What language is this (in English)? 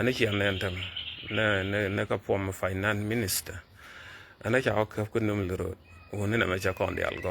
Nuer